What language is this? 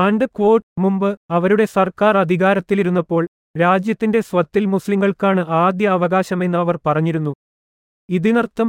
Malayalam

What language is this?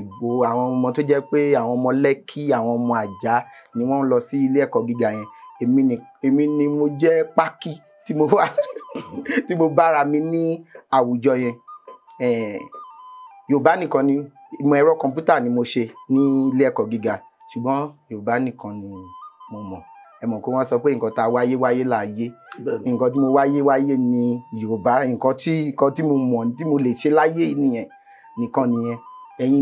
Yoruba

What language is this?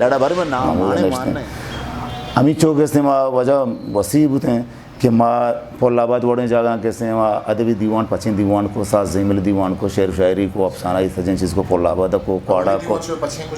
Eastern Balochi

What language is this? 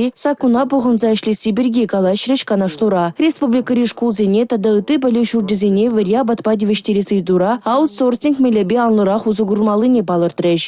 Chuvash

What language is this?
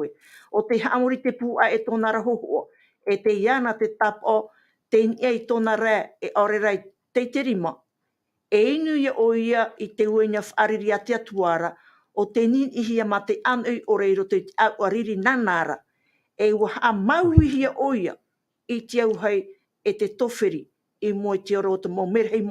Tahitian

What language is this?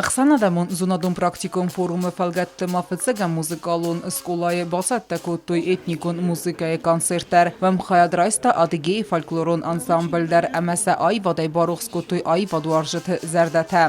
Ossetic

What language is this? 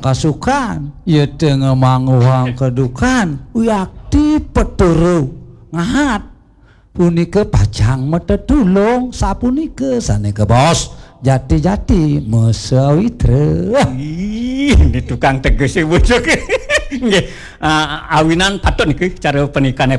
Balinese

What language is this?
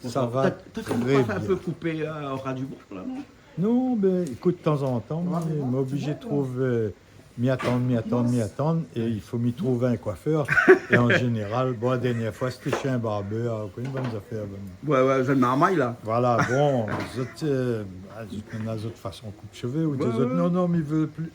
Réunion Creole French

